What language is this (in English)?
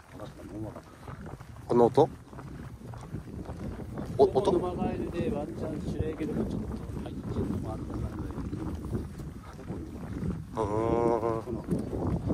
Japanese